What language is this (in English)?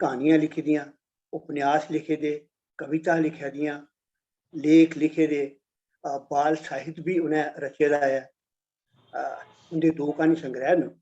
Dogri